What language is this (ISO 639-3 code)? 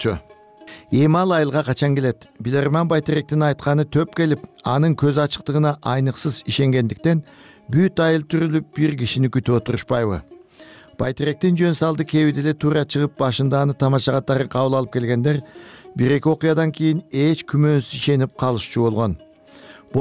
kir